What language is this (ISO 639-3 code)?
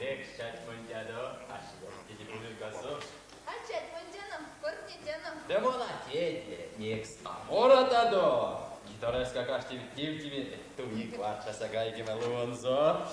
myv